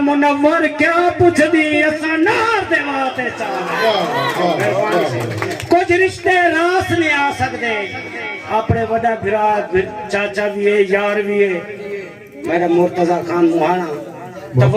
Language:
Saraiki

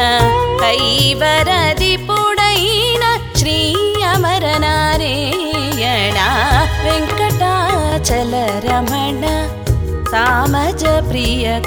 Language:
Telugu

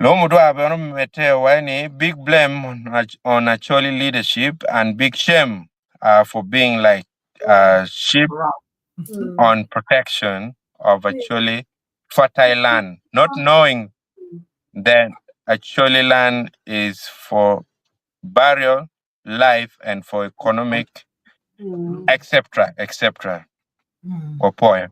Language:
Acoli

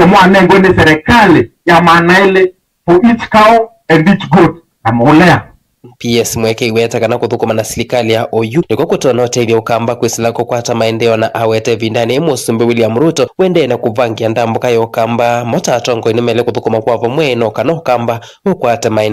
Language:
Kamba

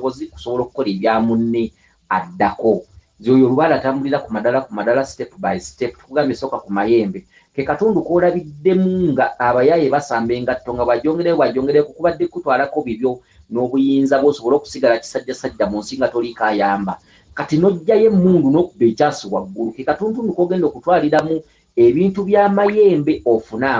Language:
Ganda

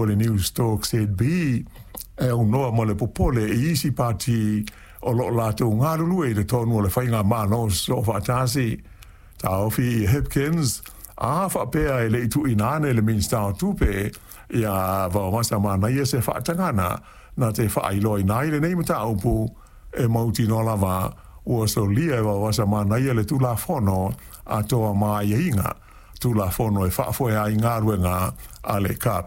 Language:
Samoan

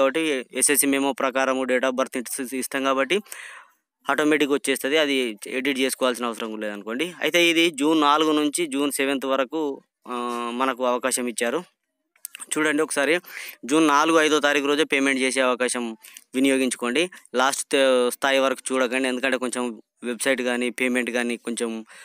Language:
Telugu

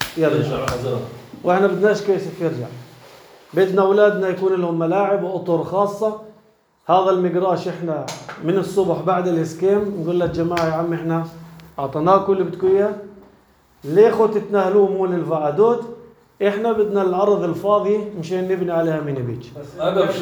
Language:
North Levantine Arabic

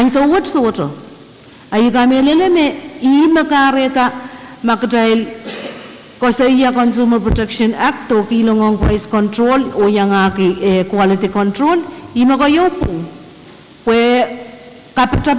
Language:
Pohnpeian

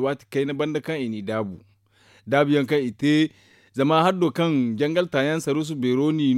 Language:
Zarma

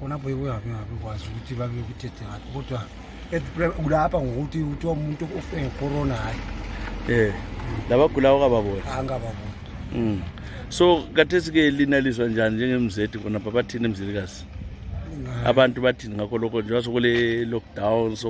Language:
North Ndebele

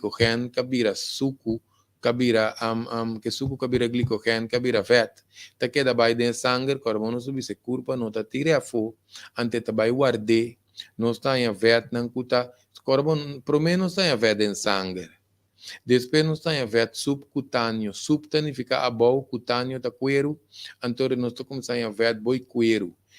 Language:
Papiamento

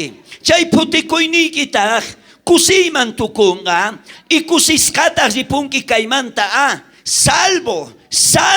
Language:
South Bolivian Quechua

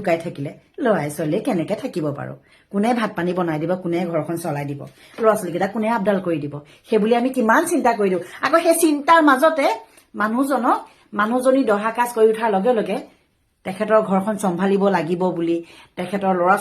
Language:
Assamese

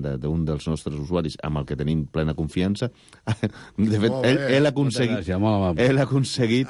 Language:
Catalan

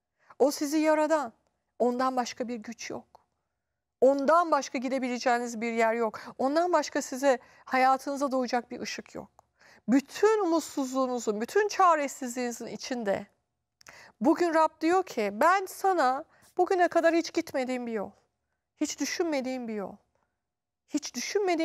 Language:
Turkish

